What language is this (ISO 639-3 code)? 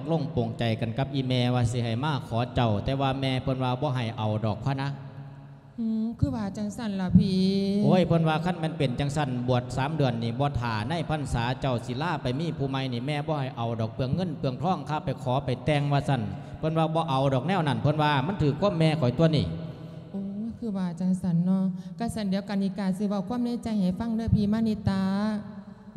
lao